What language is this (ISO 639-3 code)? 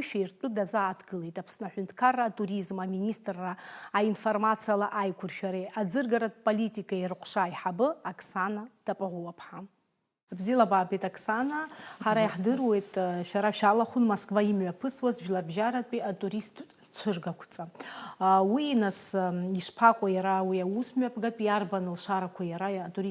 abk